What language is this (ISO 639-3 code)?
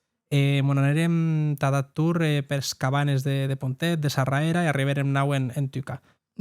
oci